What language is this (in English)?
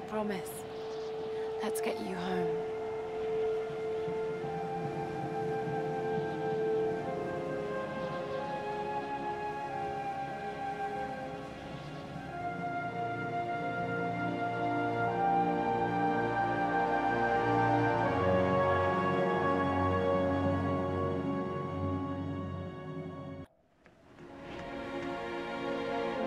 English